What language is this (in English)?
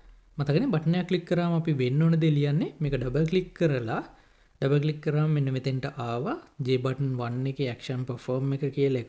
Sinhala